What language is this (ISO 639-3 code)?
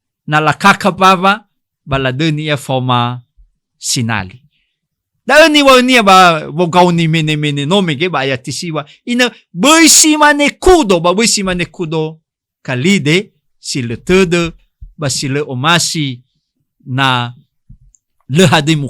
nia